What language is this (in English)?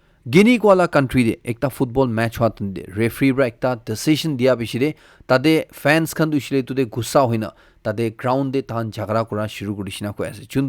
Naga Pidgin